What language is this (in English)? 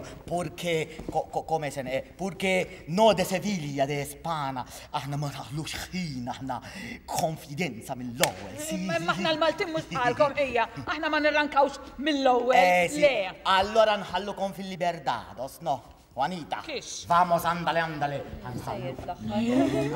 Maltese